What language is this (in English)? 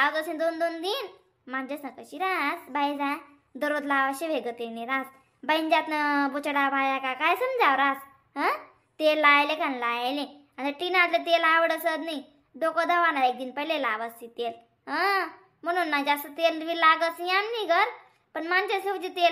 Khandesi